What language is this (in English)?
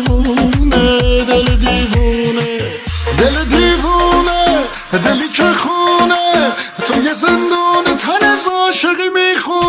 Persian